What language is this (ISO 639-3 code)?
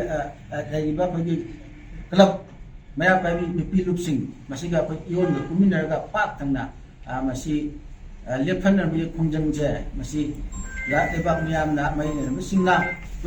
mni